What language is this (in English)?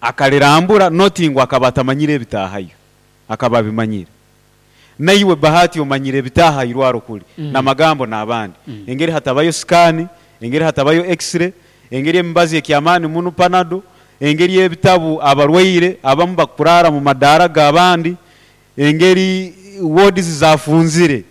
Nyoro